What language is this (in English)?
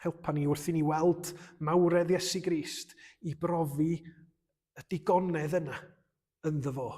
Welsh